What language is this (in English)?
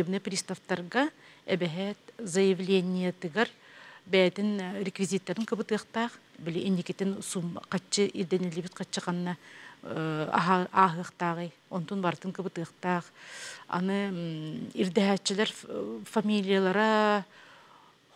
Yakut